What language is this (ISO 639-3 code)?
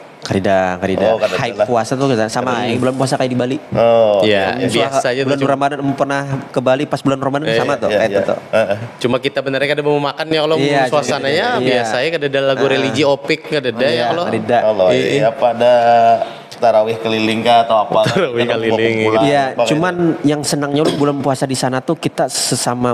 bjn